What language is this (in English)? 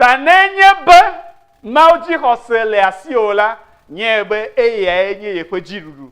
Ewe